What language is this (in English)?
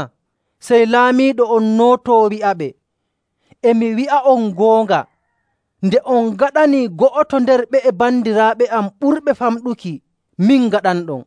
Nigerian Fulfulde